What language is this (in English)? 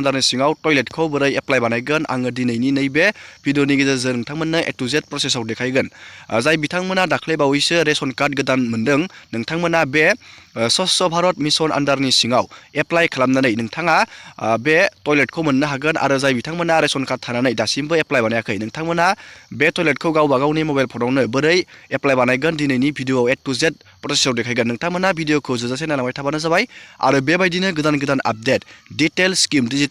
Bodo